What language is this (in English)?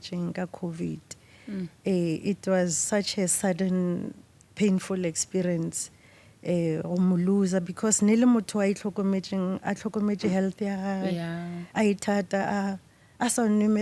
Northern Sotho